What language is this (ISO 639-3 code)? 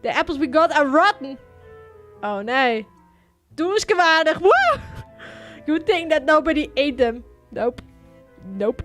fry